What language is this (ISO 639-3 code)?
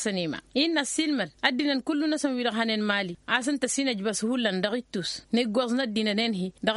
taq